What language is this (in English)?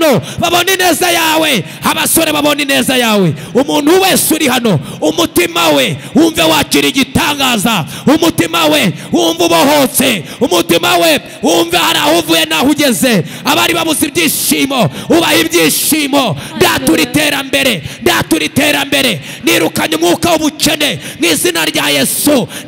Kinyarwanda